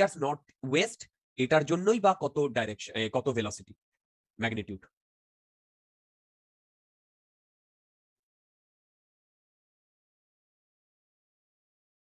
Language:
Bangla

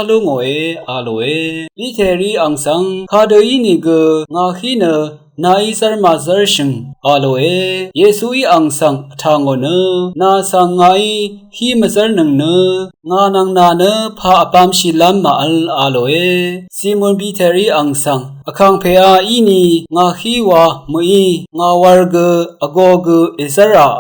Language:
Rawang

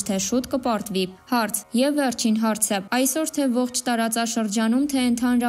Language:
Armenian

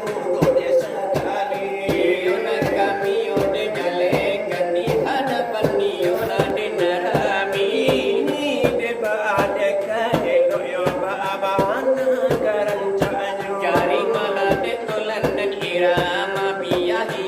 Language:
Minangkabau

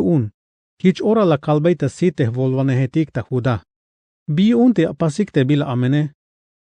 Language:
Tzeltal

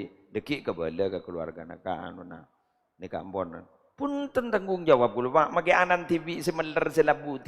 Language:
Madurese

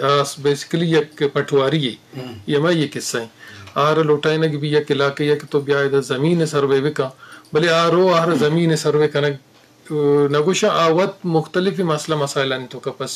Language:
Eastern Balochi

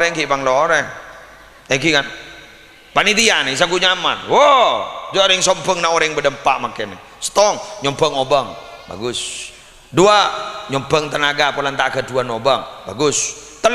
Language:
Madurese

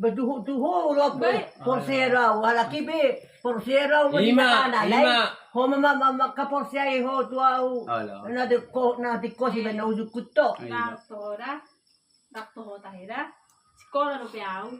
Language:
Batak Toba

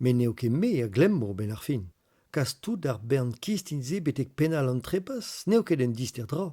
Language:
Breton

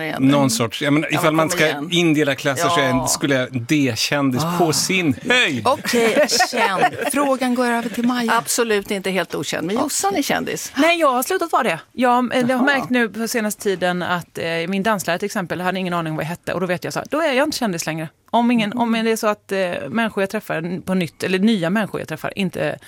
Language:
Swedish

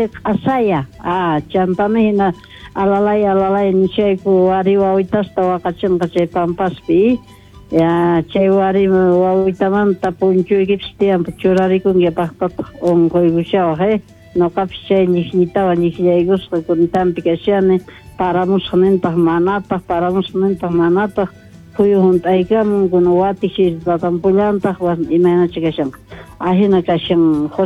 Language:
Quechua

